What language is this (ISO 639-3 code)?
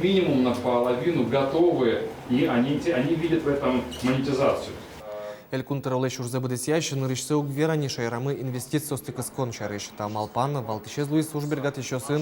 udm